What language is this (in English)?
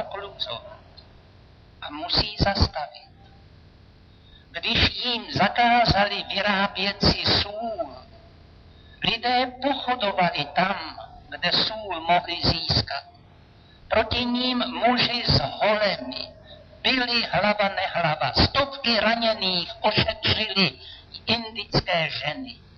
Czech